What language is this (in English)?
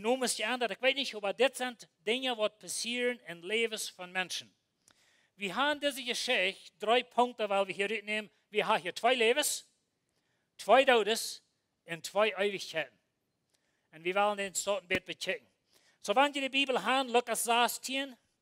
Plautdietsch